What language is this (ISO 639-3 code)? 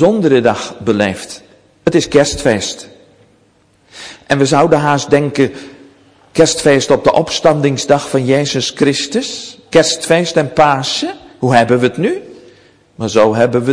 nld